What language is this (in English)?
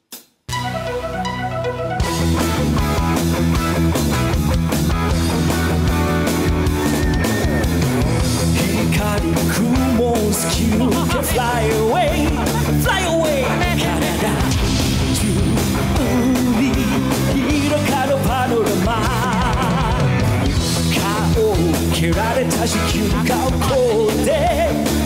Japanese